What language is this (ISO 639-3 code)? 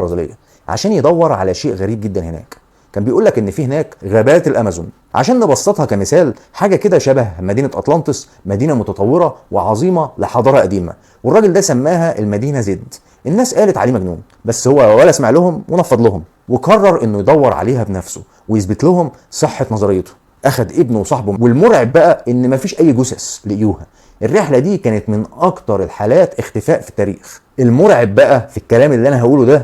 arz